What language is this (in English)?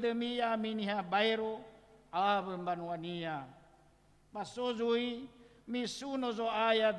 Nias